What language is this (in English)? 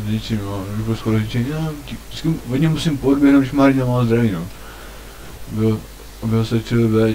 Czech